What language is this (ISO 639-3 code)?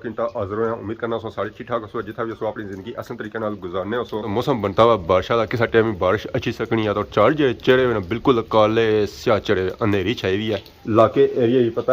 phr